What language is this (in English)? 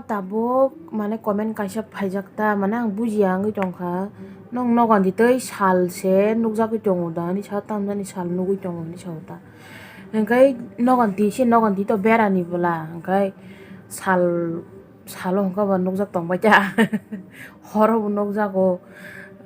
Kok Borok